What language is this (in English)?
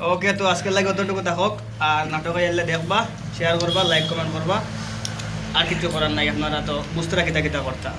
Sylheti